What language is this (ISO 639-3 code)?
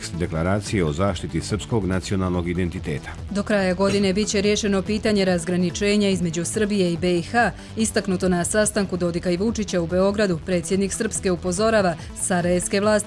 hrv